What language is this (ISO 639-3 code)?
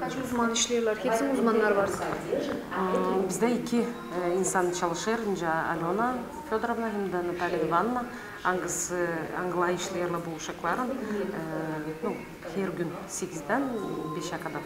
gag